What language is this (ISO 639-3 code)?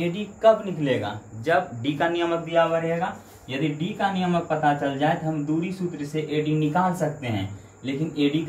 hin